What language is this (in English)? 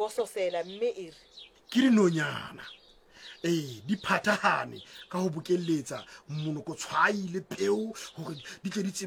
Southern Sotho